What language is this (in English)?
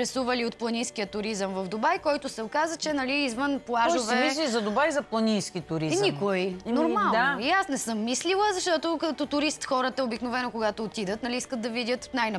Bulgarian